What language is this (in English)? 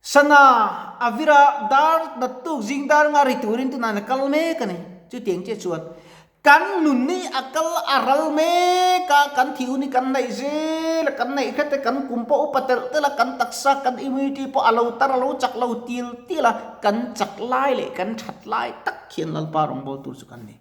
Mizo